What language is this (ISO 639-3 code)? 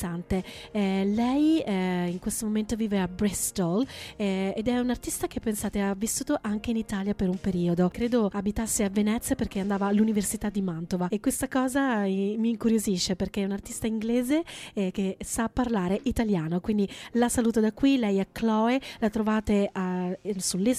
ita